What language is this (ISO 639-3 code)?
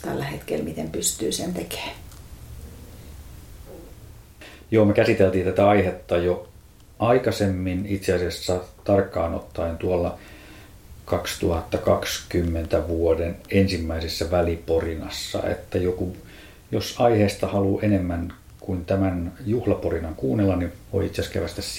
fin